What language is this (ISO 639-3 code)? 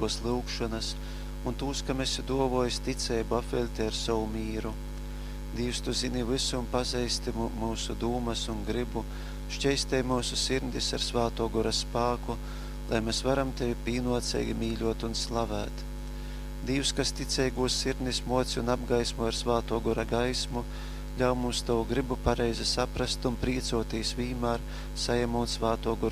ltg